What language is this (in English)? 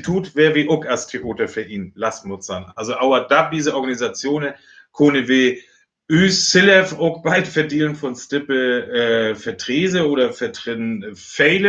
Northern Frisian